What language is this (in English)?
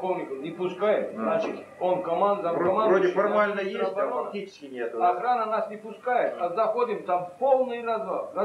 Russian